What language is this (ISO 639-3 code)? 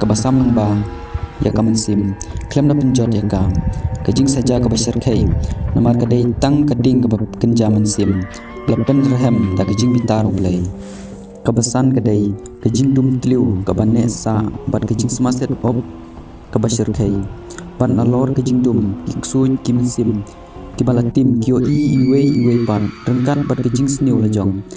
kha